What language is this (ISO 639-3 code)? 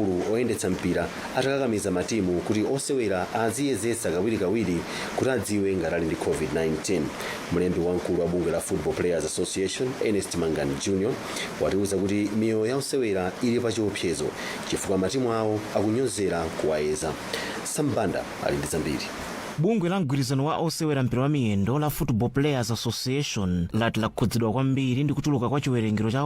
nya